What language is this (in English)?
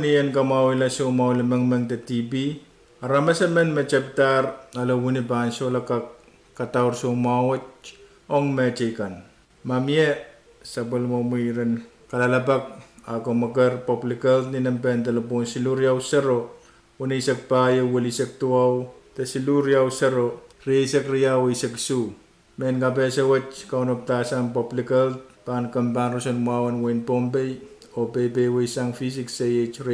Pohnpeian